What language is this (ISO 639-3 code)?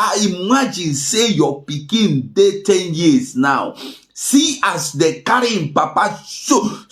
pcm